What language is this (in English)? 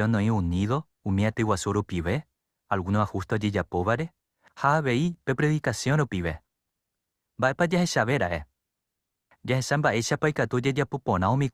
Guarani